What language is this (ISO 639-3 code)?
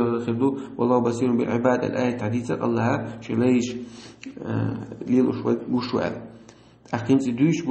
che